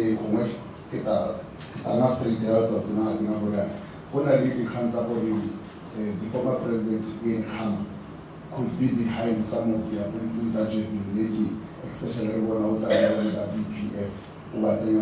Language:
Tswana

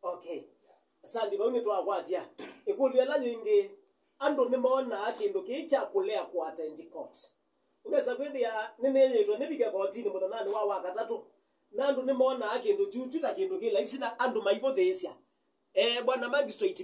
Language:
Kamba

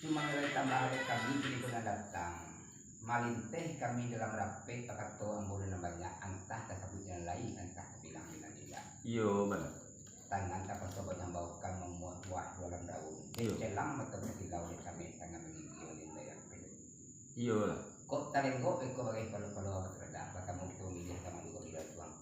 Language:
Minangkabau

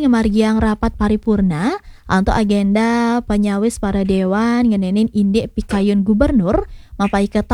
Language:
Balinese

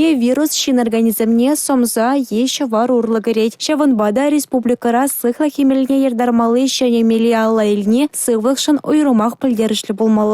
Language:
Chuvash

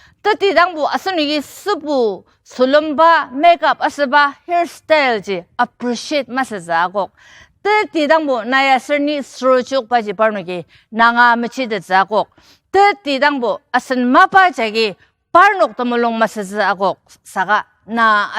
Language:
Ao Naga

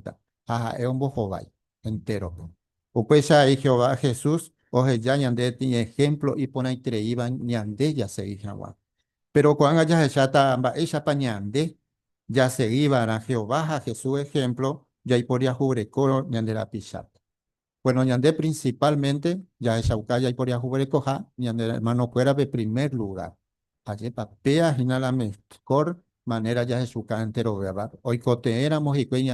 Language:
Guarani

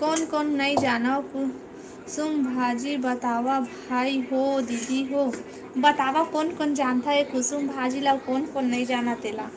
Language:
Chhattisgarhi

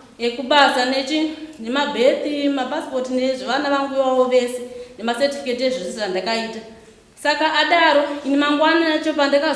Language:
Shona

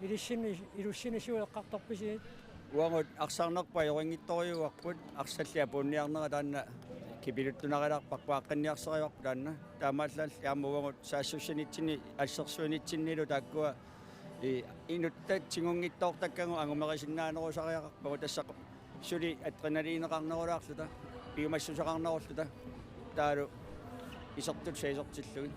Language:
Kalaallisut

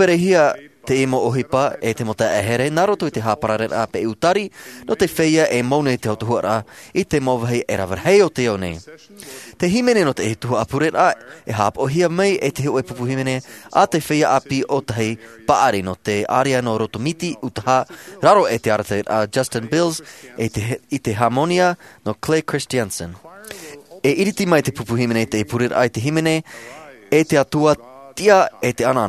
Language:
Tahitian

